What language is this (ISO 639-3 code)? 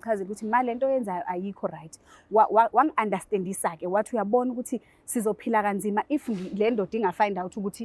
zul